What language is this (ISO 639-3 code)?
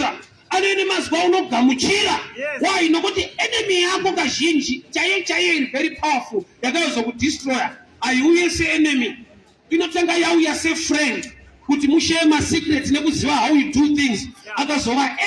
sna